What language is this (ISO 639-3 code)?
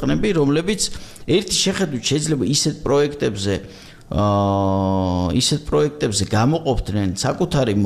kat